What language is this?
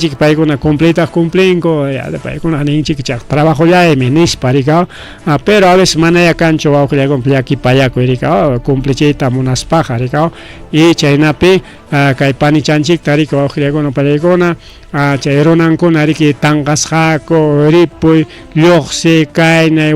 Ayacucho Quechua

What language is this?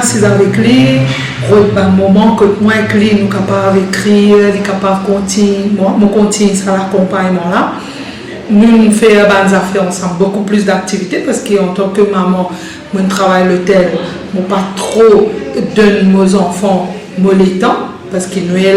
Morisyen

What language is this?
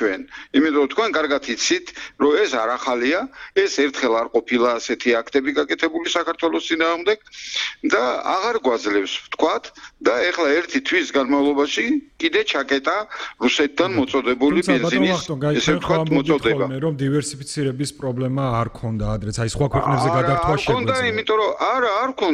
Georgian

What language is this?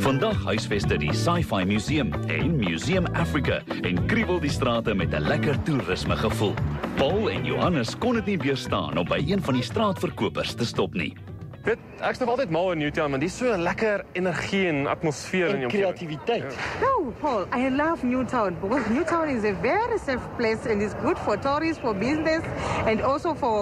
Afrikaans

